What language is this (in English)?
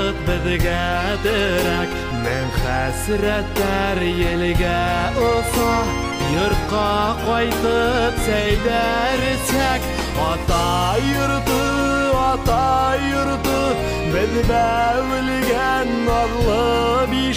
Bashkir